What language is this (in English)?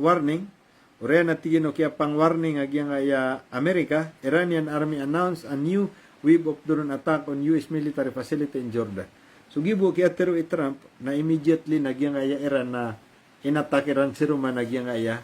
Maranao